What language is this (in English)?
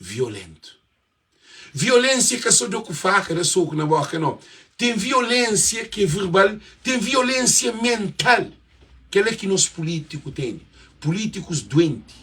Kabuverdianu